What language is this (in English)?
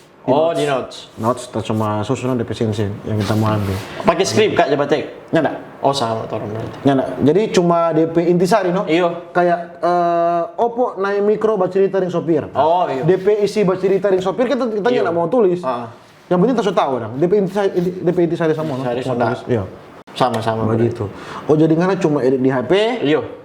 Manado Malay